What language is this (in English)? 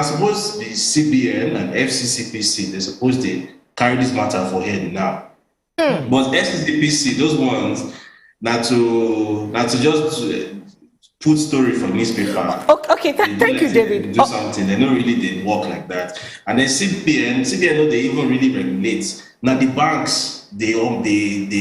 Nigerian Pidgin